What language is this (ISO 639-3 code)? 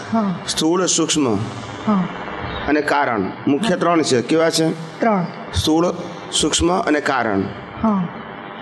guj